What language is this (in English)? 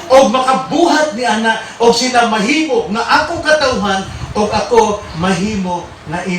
Cebuano